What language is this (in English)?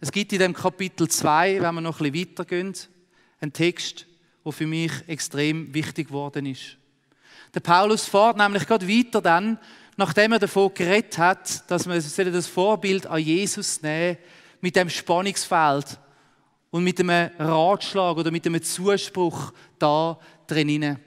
Swiss German